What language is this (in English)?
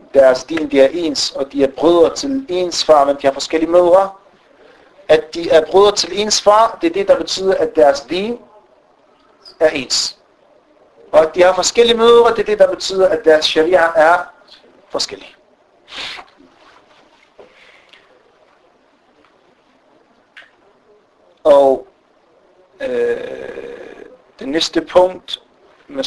Danish